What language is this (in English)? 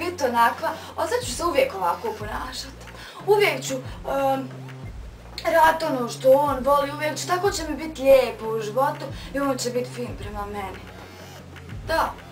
Bosnian